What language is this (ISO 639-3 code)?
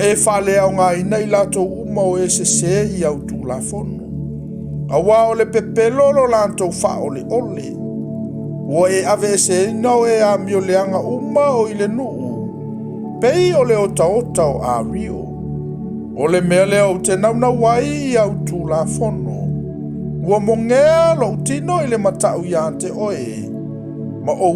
smo